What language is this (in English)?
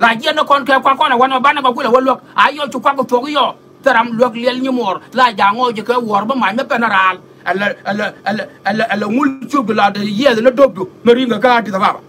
Nuer